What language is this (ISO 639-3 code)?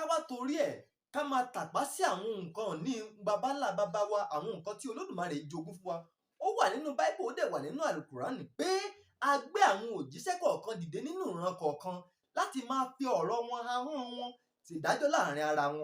yor